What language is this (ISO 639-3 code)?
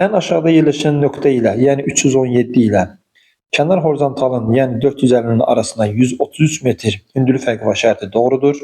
aze